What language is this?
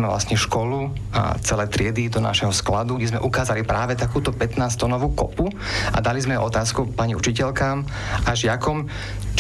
Slovak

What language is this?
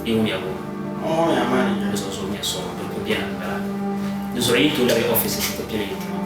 Dagbani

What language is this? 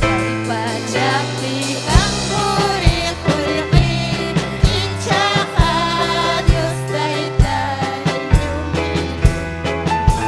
Ayacucho Quechua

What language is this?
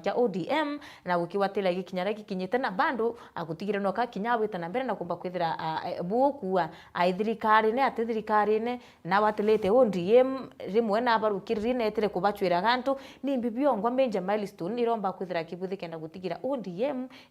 Meru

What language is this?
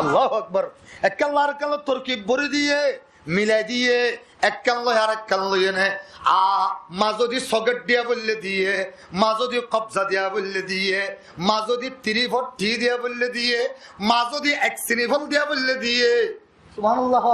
Rohingya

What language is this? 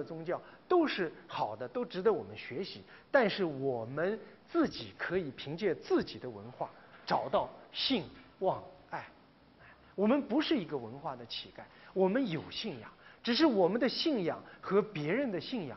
Chinese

